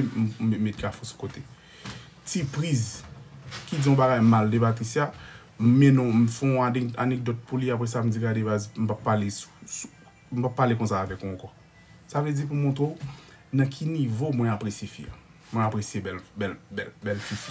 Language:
Haitian Creole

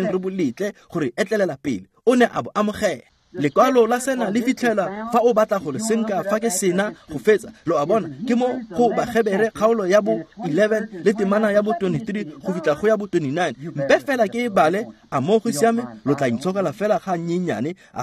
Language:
Tswana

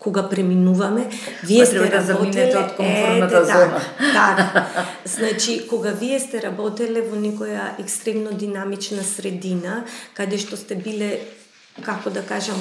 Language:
Macedonian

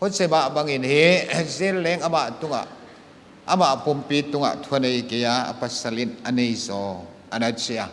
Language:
Paite Chin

